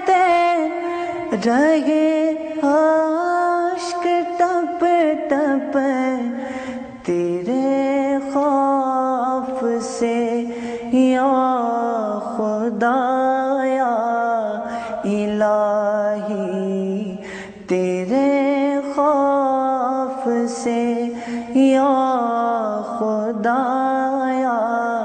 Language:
Urdu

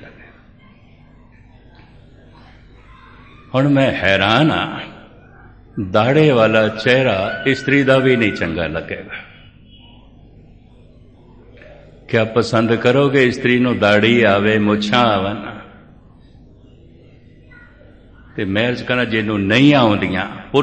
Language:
Punjabi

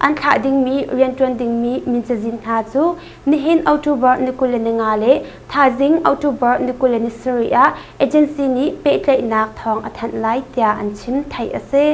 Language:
Hakha Chin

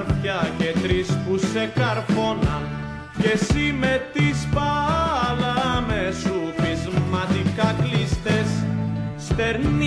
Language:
Greek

